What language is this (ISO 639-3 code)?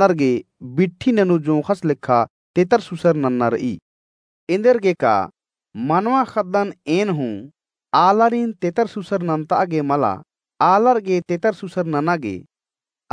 kru